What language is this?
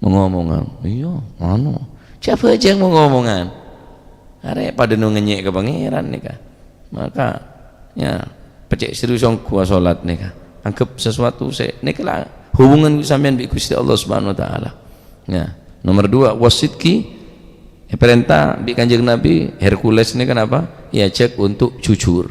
Madurese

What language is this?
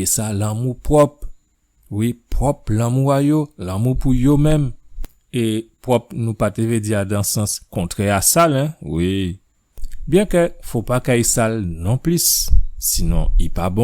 Guadeloupean Creole French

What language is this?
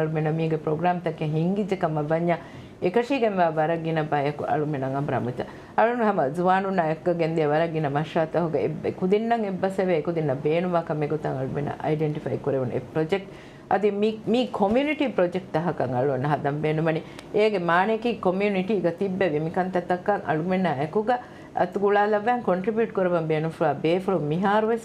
Divehi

